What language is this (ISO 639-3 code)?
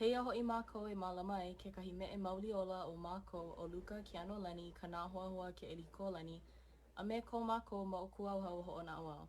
haw